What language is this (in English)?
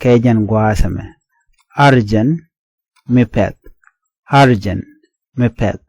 Nuer